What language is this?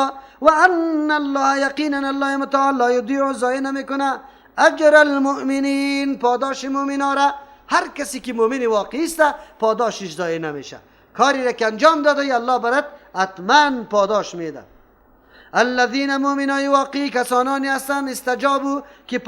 Persian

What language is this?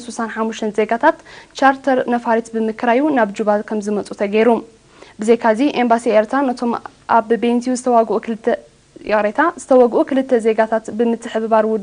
Tigrinya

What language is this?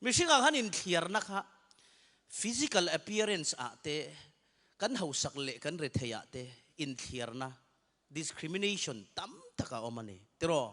Mizo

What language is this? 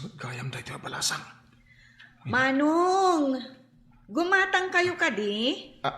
Iloko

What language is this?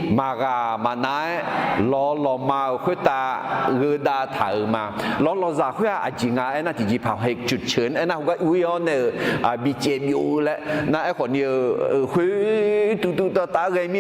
Akha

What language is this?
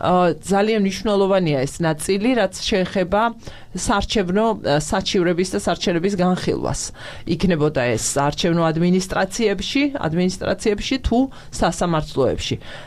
Georgian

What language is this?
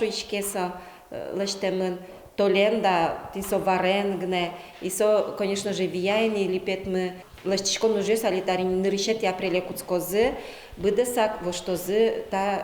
Udmurt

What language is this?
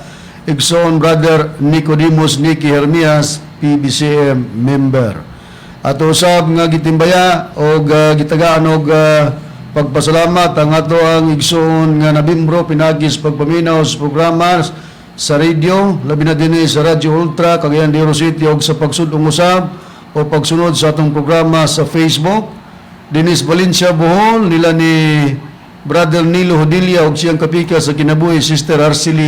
Cebuano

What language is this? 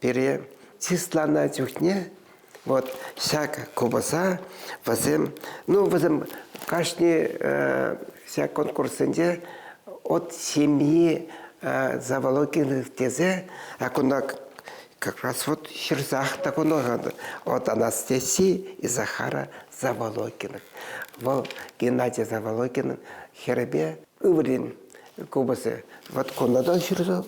Chuvash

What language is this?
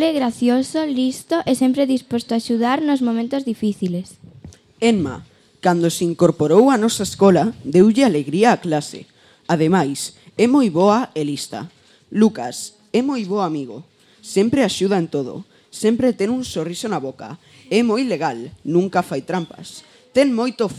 Galician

